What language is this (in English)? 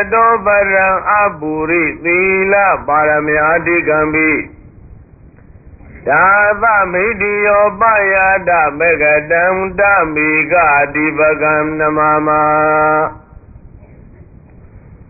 Burmese